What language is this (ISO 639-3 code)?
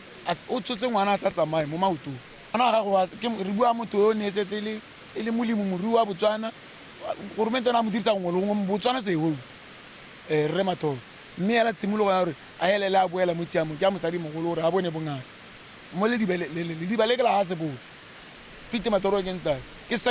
tsn